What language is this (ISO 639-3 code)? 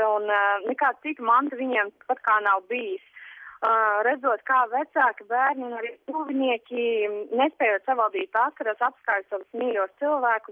lav